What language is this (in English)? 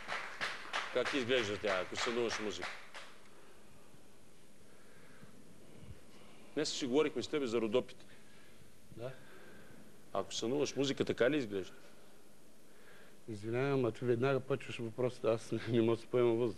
Bulgarian